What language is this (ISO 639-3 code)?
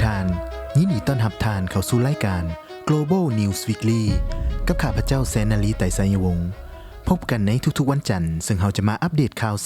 lao